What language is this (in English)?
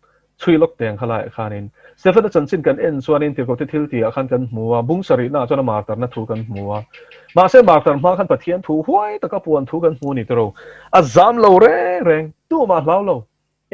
Mizo